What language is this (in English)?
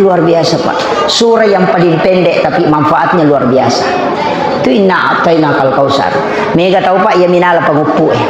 Buginese